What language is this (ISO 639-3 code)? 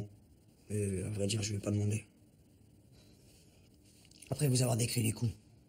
fra